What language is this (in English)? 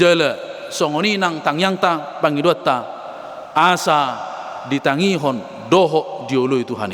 Batak Toba